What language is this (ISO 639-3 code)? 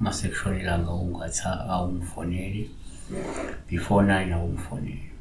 zul